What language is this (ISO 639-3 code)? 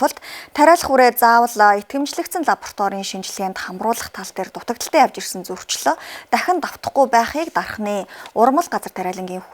mon